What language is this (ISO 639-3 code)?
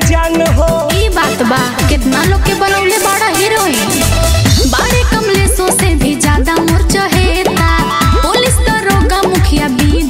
bho